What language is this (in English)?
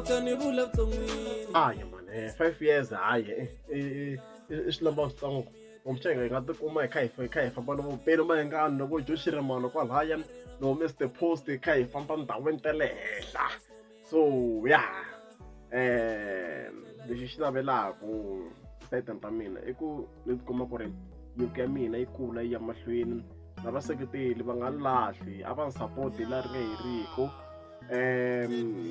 Tsonga